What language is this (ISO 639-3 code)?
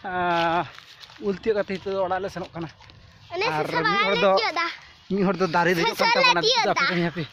sat